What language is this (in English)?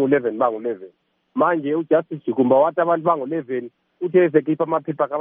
North Ndebele